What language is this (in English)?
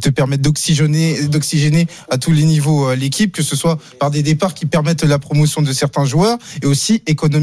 French